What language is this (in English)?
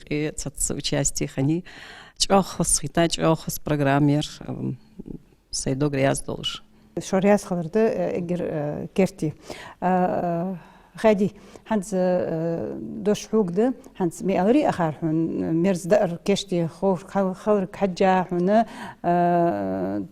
Ingush